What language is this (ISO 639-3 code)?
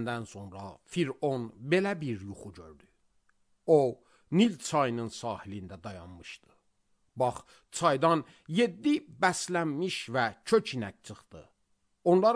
aze